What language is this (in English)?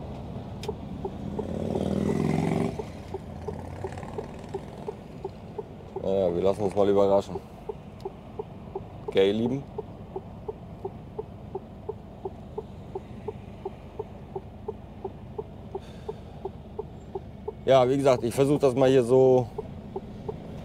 German